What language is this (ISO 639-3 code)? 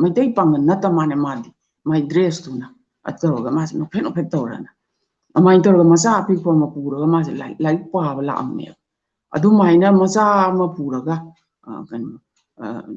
mni